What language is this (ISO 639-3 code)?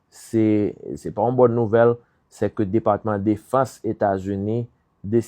hat